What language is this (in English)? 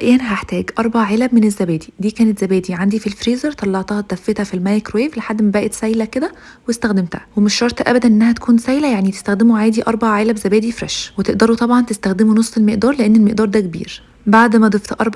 Egyptian Arabic